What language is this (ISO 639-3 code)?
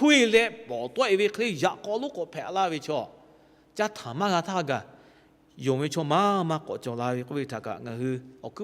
lhu